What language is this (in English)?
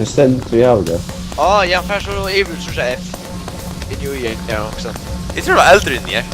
Faroese